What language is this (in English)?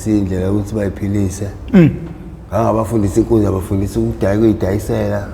Zulu